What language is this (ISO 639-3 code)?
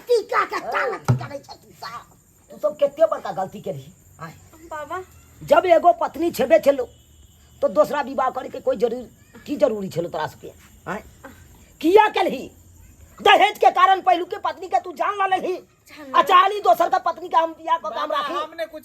mai